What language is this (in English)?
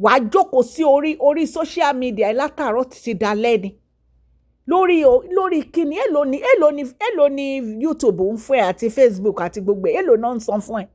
Yoruba